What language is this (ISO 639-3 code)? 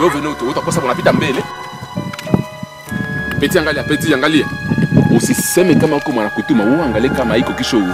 swa